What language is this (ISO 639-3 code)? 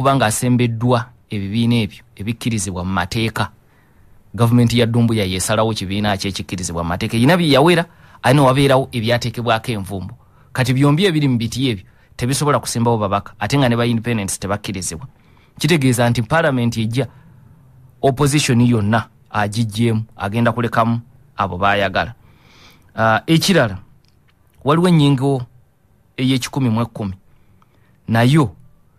lug